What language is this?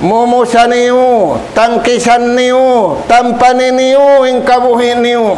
Tausug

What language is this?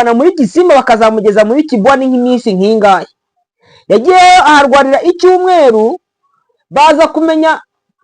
Kinyarwanda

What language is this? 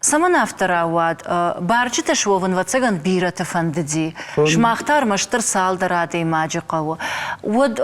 Ossetic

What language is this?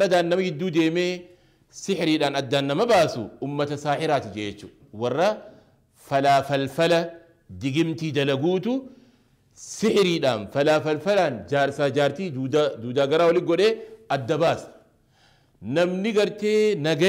Oromo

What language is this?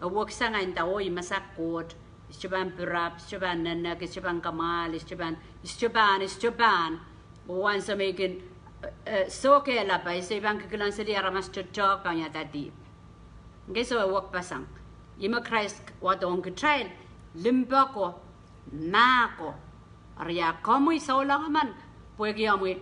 Pohnpeian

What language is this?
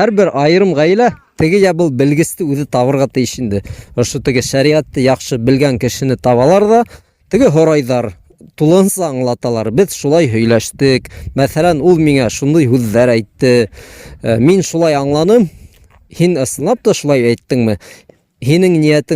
Bashkir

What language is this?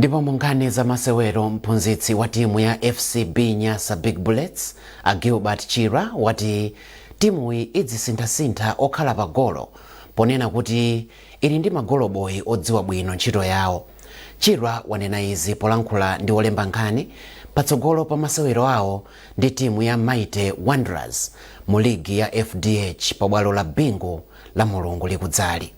Nyanja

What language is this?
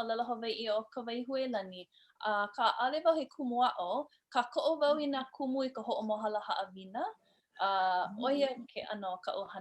Hawaiian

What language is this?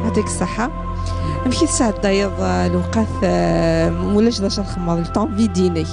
Kabyle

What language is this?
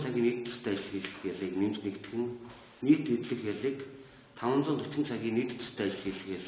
Mongolian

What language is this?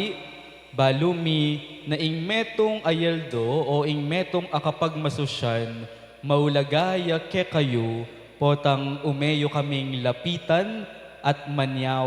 Pampanga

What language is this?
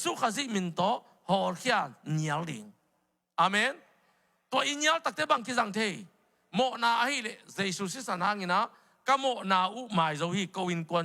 Tedim Chin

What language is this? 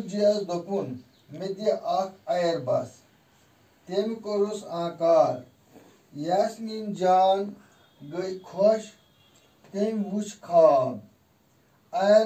Kashmiri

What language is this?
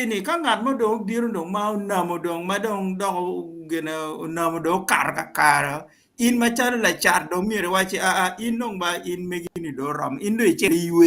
Acoli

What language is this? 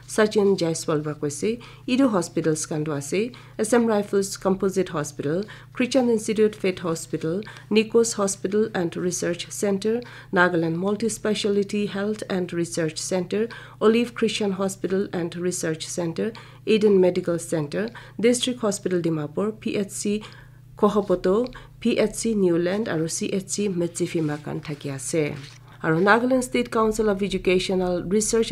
Naga Pidgin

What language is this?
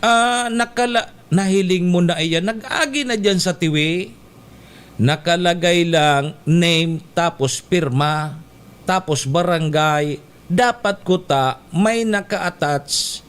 Bikol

